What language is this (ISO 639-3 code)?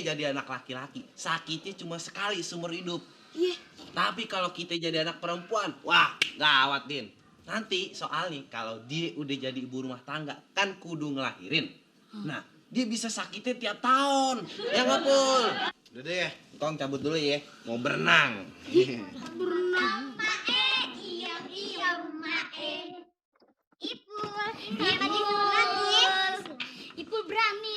bew